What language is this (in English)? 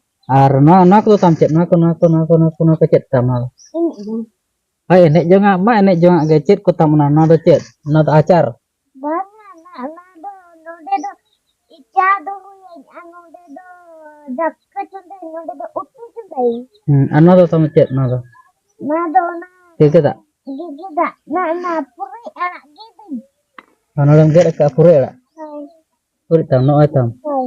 Santali